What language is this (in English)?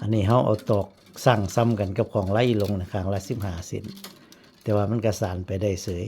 Northeastern Thai